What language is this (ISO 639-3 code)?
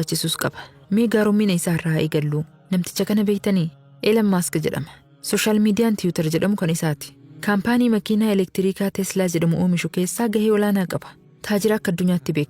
orm